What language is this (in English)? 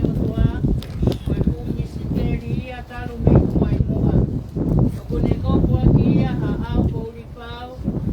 Tongan